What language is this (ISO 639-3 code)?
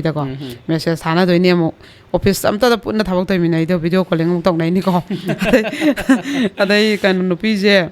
mni